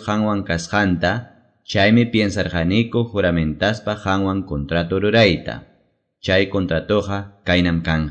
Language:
Quechua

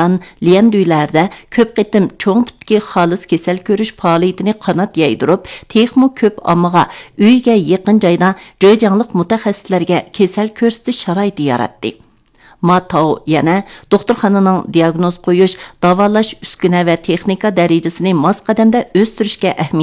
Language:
Uyghur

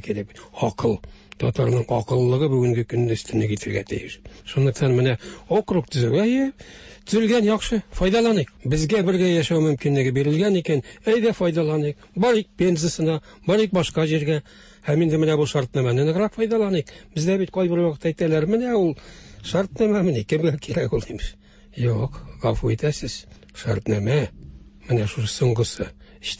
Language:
Tatar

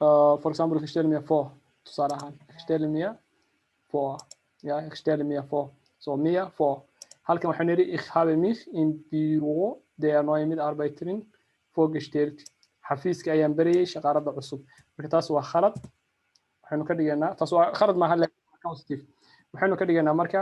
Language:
Somali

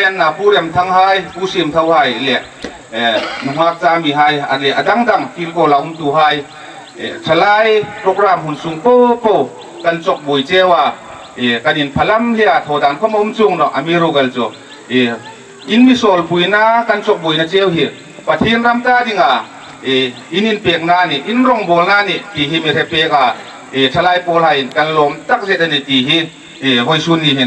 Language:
Hmar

